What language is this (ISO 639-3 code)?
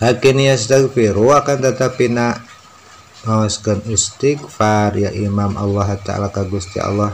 sun